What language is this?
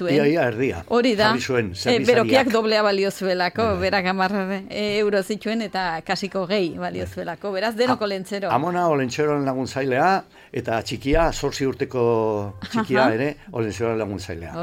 Basque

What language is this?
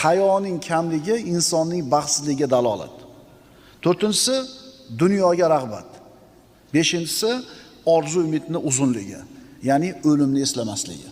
Uzbek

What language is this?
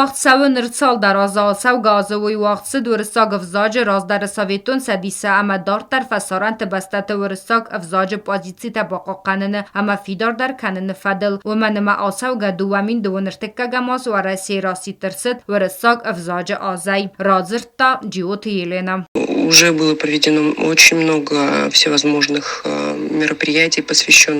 Ossetic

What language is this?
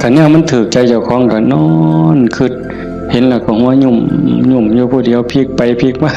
Northeastern Thai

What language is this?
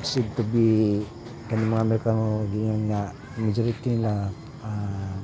Cebuano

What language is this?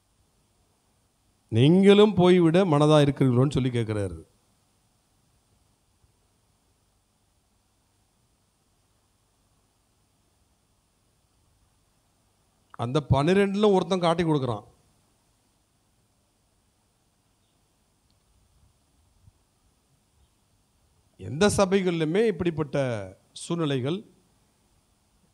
Tamil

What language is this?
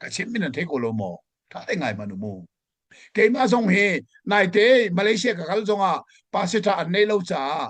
Hakha Chin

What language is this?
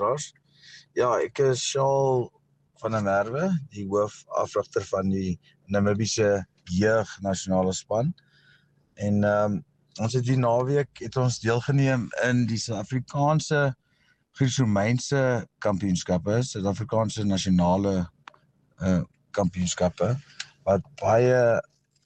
Afrikaans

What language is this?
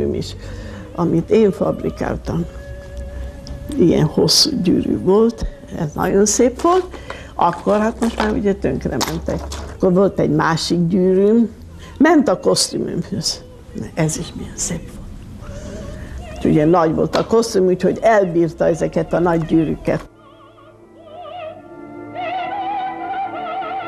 Hungarian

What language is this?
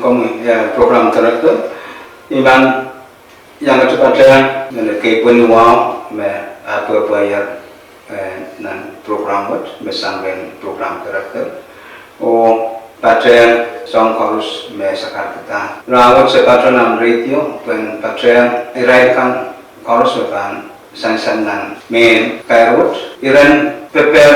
Pohnpeian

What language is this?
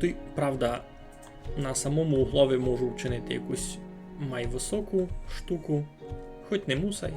Rusyn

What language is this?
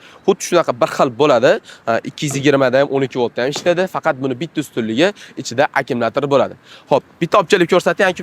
Uzbek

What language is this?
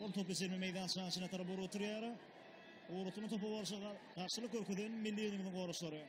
Turkmen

